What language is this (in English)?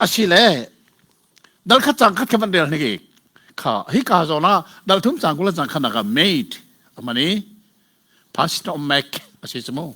Hakha Chin